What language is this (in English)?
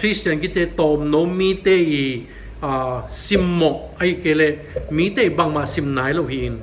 Tedim Chin